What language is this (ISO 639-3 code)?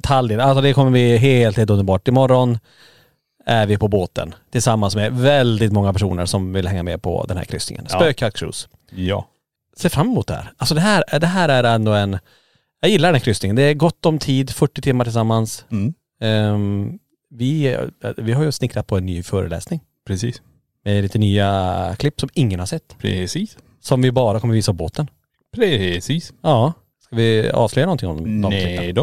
swe